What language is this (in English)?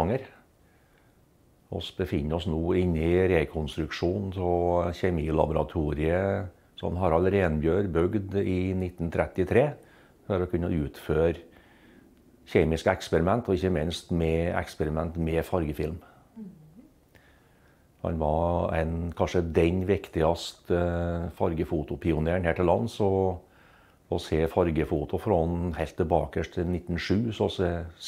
Norwegian